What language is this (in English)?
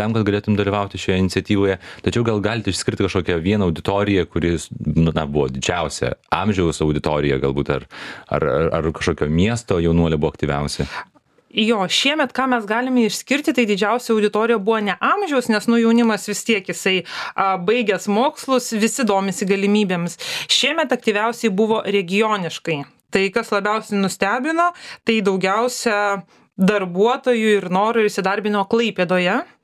Lithuanian